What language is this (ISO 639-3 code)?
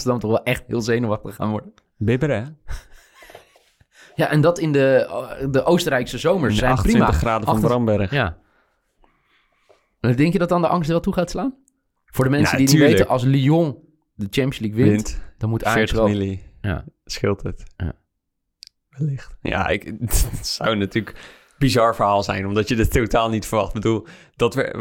nld